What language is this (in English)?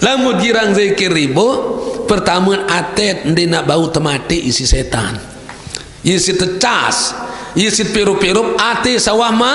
Sasak